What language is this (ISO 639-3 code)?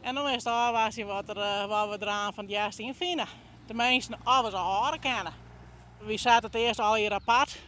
fry